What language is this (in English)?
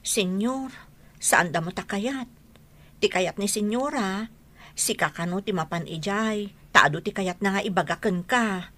Iloko